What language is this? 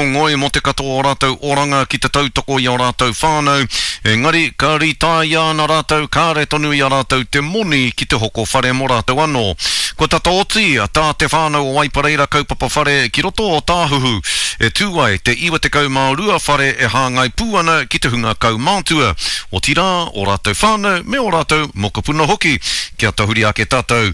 Māori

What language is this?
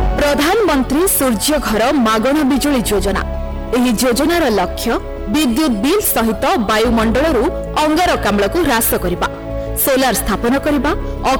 Odia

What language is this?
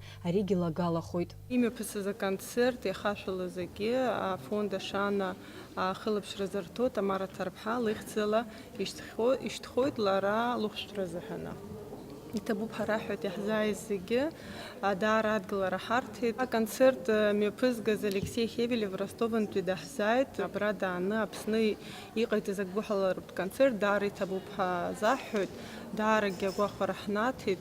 Abkhazian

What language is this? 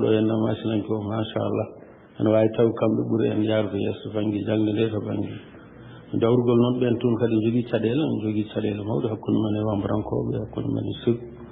Fula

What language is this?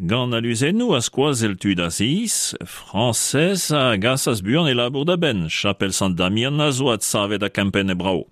Breton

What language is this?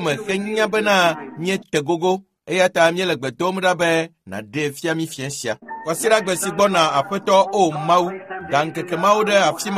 Ewe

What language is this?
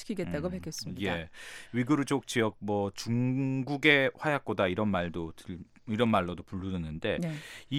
Korean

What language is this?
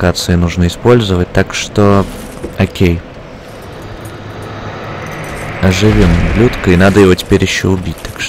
Russian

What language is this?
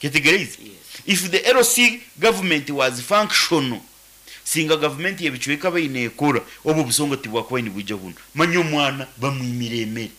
Nyankole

